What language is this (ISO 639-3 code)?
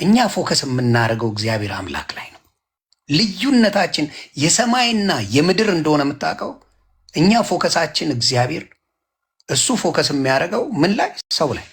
amh